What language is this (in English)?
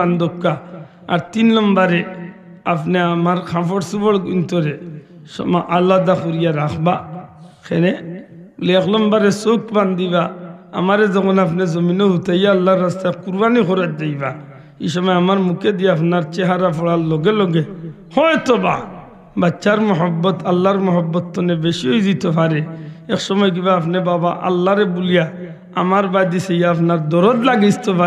Sylheti